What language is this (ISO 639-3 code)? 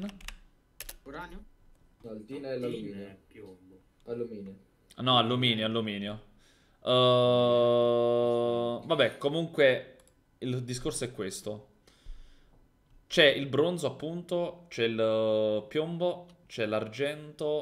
ita